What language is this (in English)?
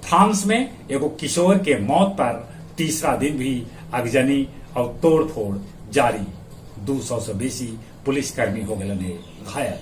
Magahi